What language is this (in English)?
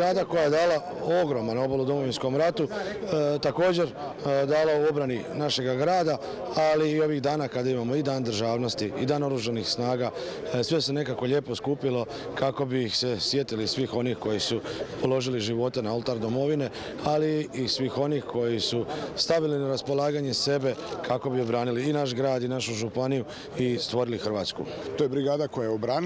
Croatian